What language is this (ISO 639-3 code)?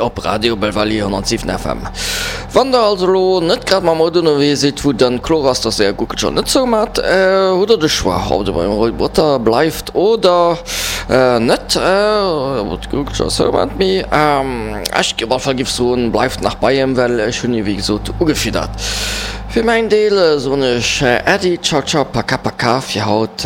ltz